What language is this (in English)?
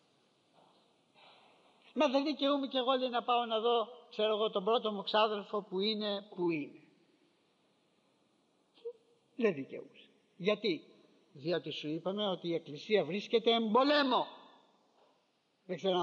Greek